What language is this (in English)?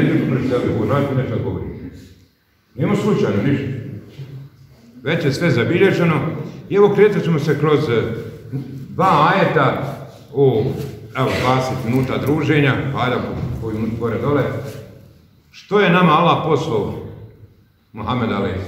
Bosnian